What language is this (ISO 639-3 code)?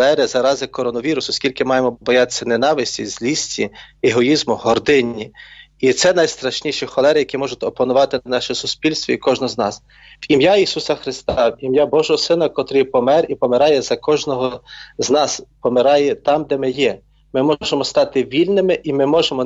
ukr